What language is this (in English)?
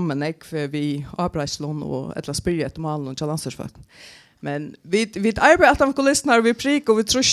Faroese